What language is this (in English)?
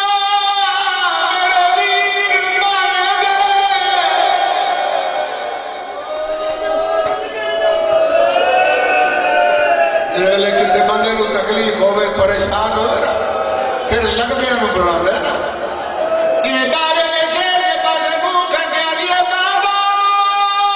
Urdu